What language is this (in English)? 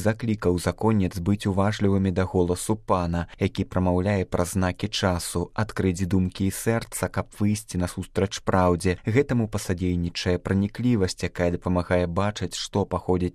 Belarusian